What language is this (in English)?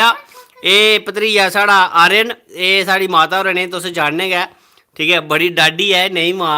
Dogri